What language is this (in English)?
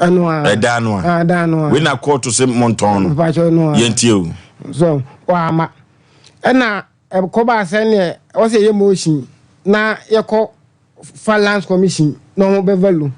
Akan